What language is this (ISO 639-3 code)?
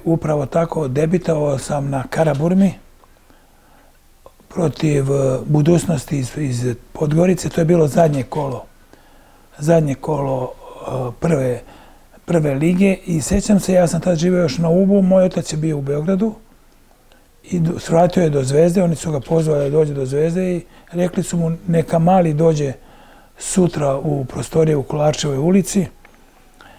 srp